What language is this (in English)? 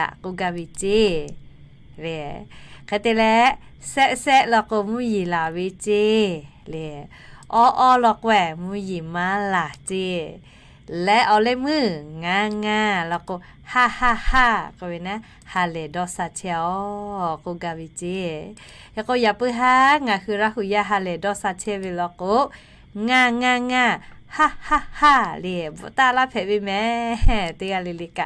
Lahu